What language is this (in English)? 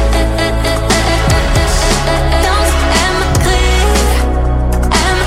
French